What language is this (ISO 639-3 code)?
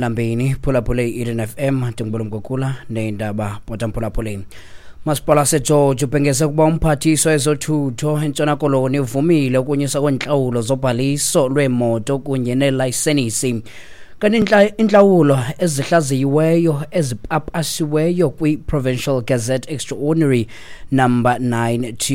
xho